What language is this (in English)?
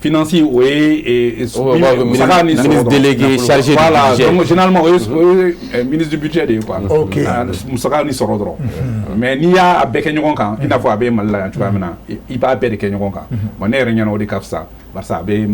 Bambara